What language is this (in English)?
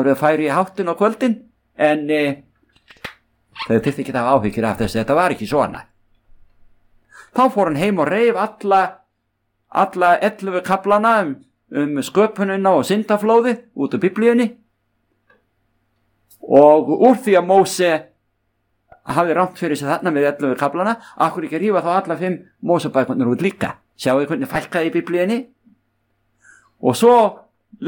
Icelandic